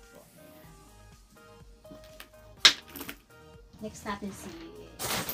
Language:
Filipino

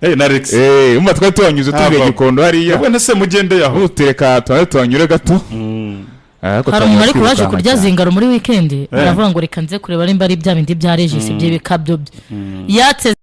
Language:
Kinyarwanda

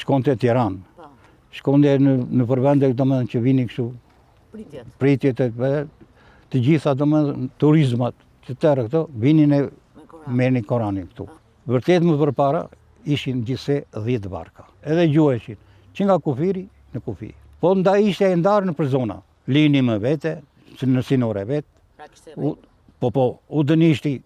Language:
Albanian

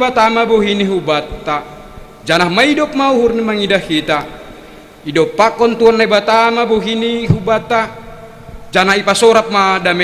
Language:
Batak Simalungun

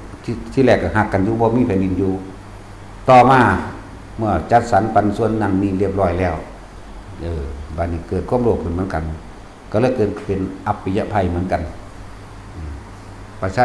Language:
Northeastern Thai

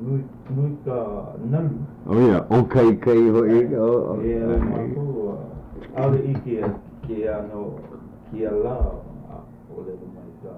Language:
Hawaiian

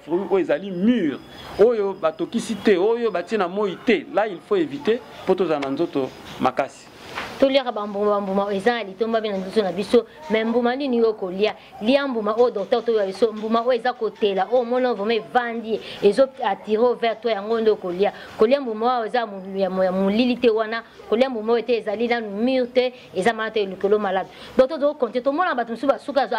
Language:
Lingala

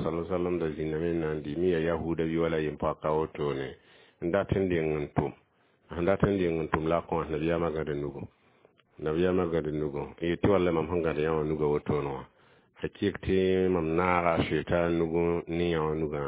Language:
Mossi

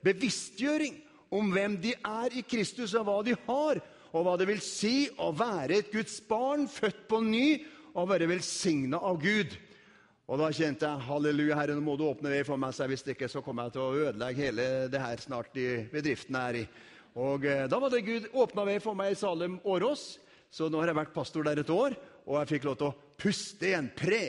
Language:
Norwegian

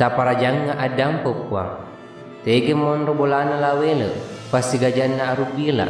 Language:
Buginese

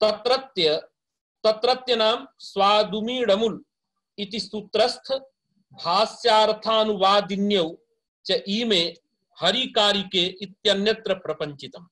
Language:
Sanskrit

